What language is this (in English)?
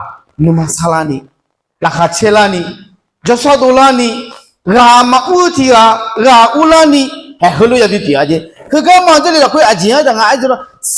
Akha